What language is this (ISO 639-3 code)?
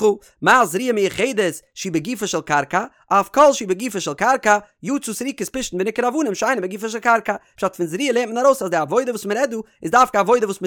yid